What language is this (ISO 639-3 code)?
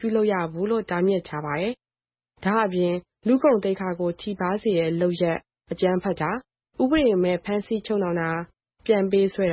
mya